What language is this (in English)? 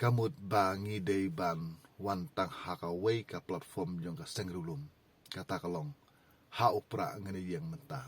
Khasi